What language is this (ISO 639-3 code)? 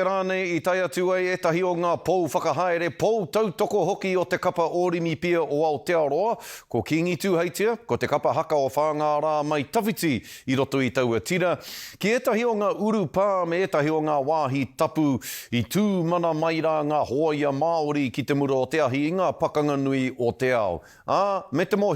mri